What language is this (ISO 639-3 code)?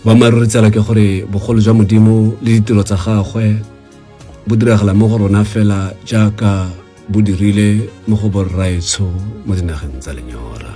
tsn